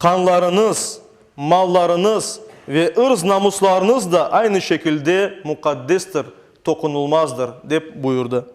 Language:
Crimean Tatar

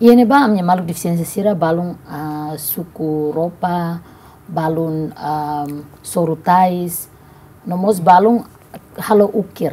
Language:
Tetum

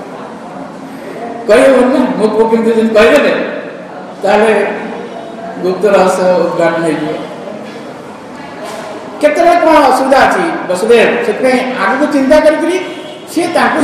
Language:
Odia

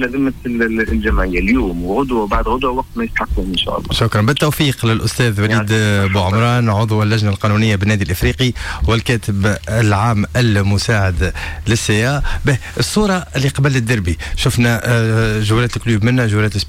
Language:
Tunisian Arabic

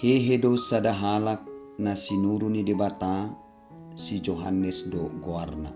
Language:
Batak Toba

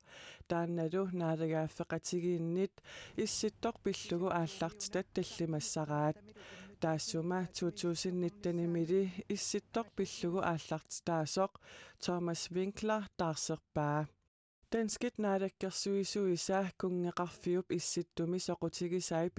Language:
Kalaallisut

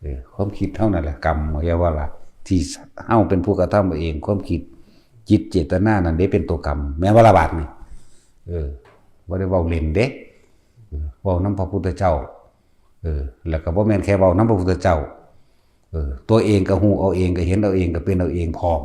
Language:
Northeastern Thai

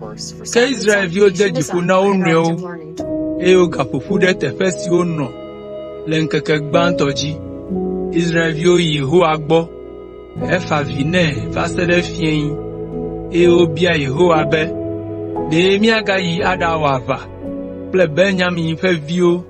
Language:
Ewe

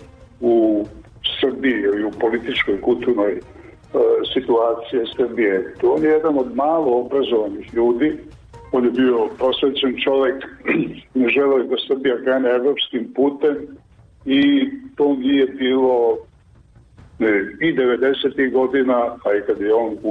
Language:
Serbian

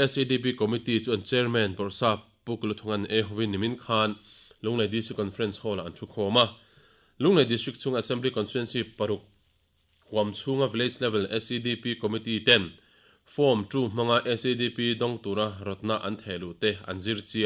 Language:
Mizo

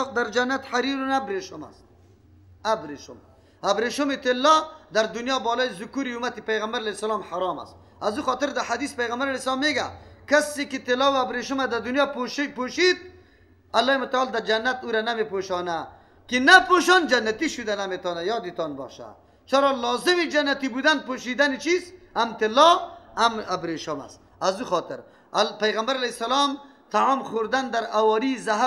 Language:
Persian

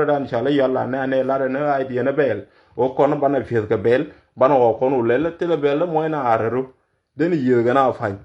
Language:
Nuer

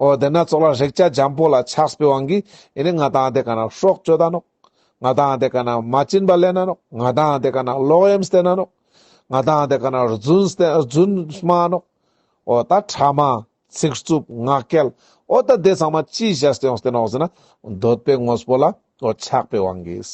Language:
Ladakhi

